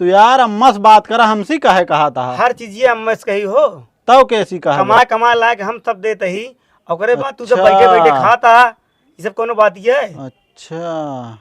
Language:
Awadhi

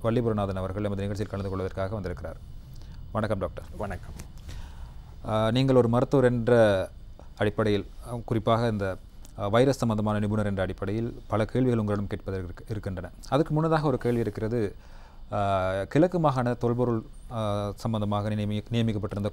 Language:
Tamil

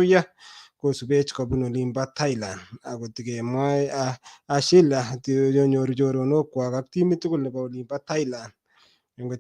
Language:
Kalenjin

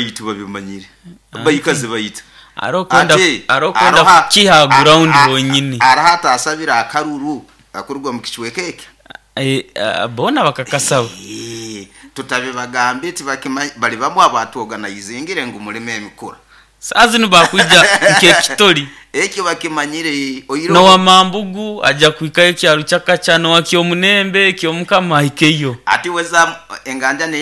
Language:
Nyoro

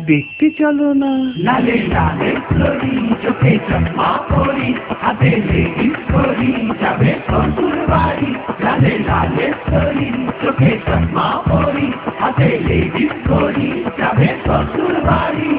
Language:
Bangla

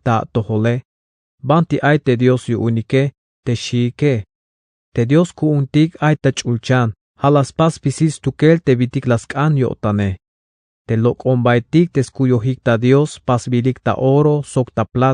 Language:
Tzeltal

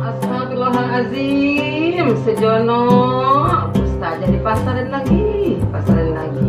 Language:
Betawi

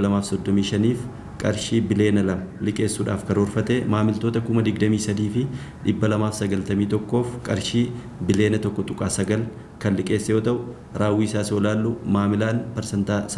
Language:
Oromo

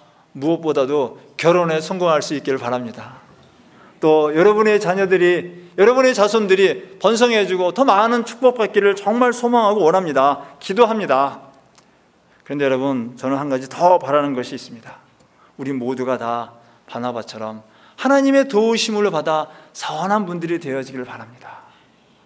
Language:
Korean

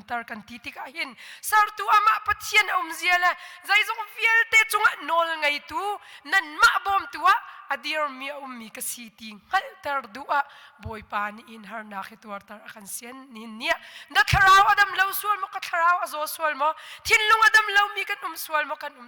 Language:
Hakha Chin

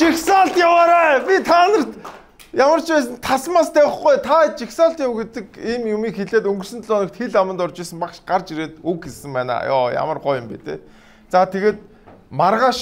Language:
Mongolian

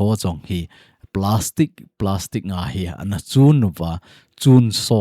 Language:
Thado Chin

